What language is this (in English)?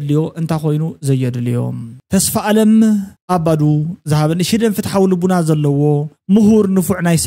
Tigrinya